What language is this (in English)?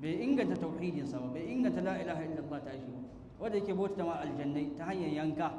Hausa